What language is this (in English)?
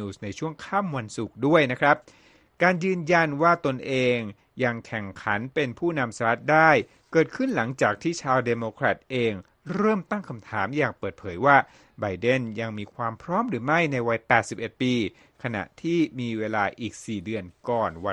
Thai